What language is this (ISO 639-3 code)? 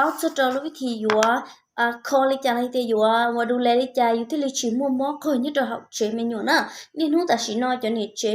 hmn